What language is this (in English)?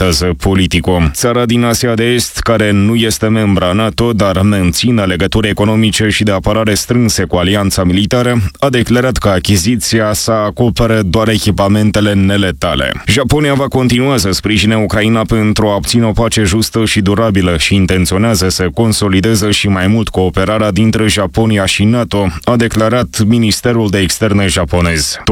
Romanian